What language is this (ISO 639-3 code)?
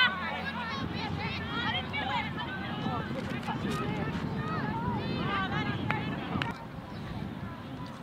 eng